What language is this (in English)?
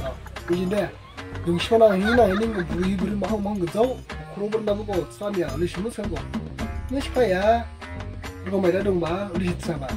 Dimasa